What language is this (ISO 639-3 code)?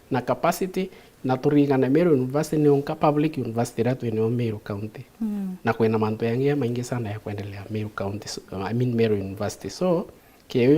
mer